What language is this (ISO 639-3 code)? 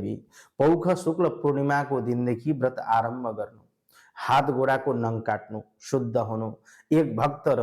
nep